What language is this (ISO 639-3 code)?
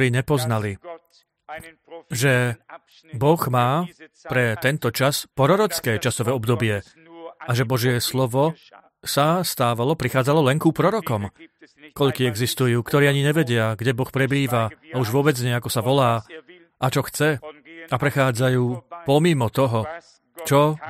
slk